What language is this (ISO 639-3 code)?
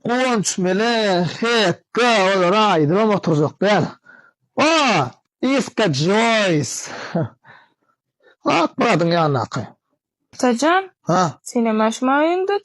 tuk